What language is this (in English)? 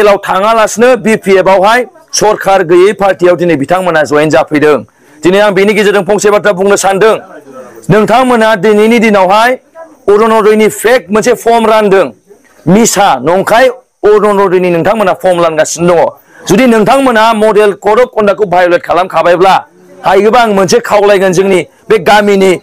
Bodo